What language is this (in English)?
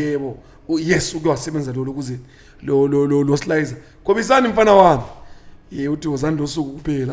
Zulu